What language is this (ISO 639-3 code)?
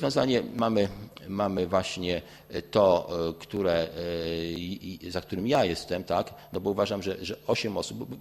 pol